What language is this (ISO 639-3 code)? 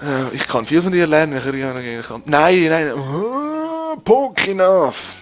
gsw